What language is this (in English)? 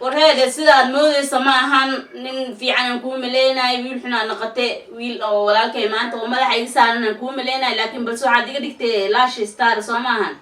Somali